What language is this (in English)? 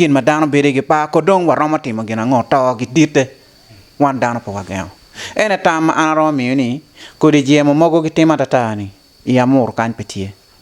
Acoli